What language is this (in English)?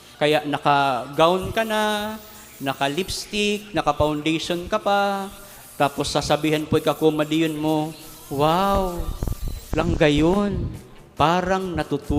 Bikol